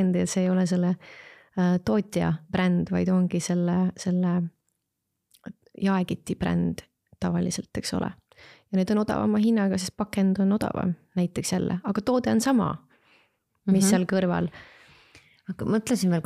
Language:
Estonian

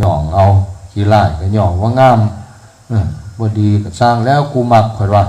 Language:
Northeastern Thai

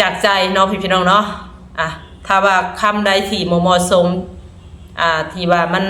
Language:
Lao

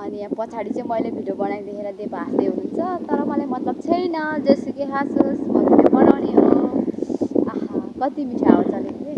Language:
Nepali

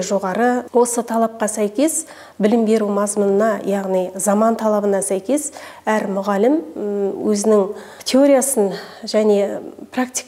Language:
Kazakh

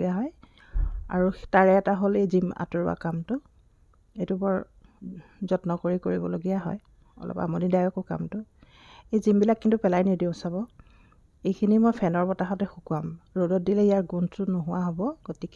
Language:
Assamese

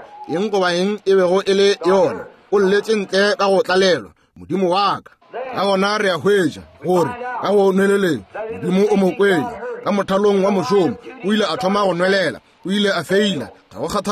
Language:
Northern Sotho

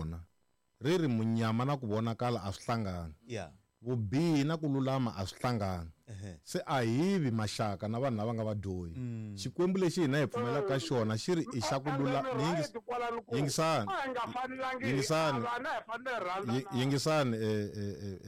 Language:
Tsonga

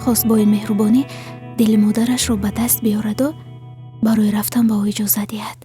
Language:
Tajik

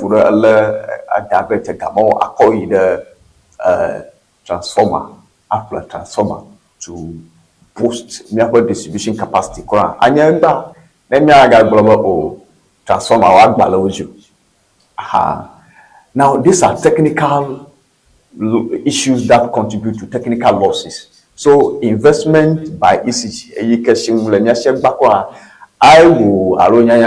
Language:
Ewe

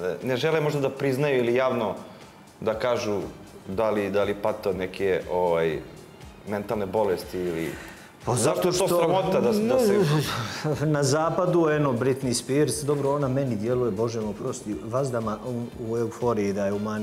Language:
Serbian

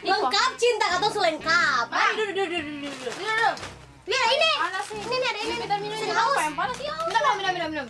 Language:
Ambonese Malay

